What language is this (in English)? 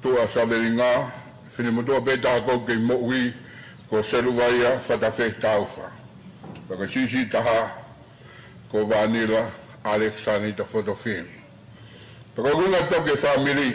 Tongan